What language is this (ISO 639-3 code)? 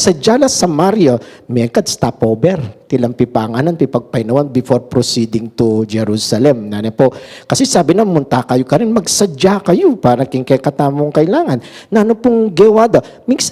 pam